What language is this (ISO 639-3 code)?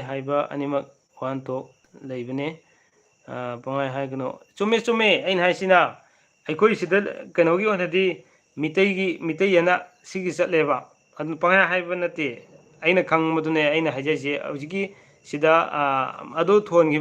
mni